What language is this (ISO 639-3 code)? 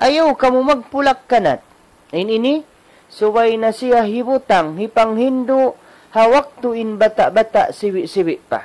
tsg